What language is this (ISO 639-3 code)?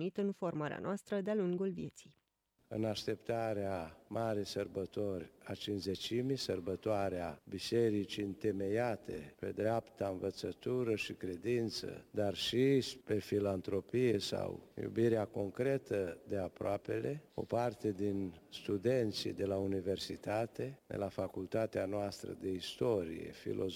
ron